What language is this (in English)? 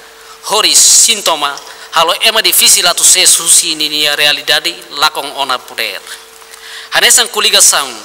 Tetum